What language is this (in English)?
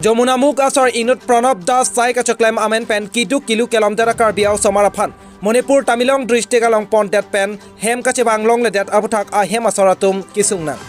Karbi